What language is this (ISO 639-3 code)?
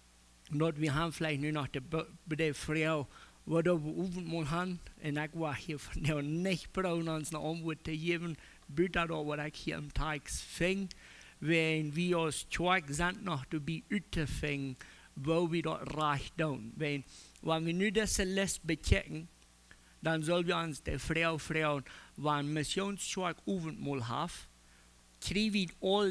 pdt